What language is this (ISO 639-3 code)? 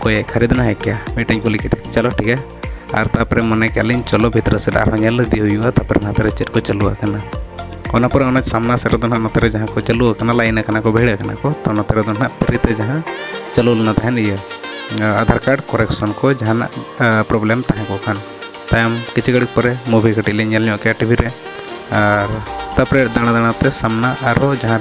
sat